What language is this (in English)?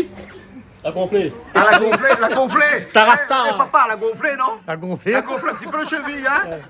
Réunion Creole French